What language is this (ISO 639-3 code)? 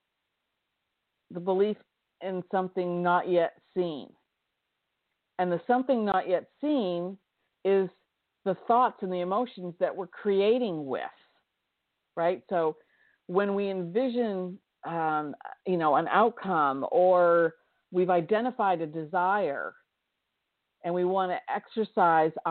eng